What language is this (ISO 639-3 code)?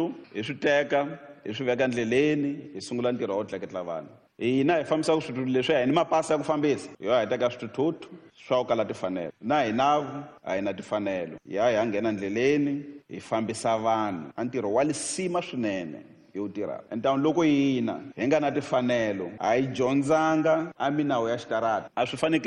tso